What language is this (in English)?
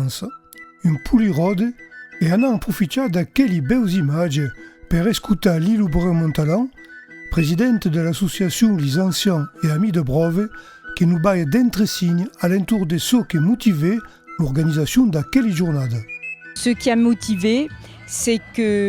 Occitan